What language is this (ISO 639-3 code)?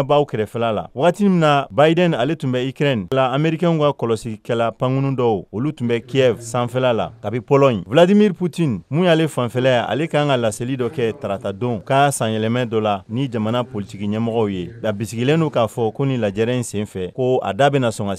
bam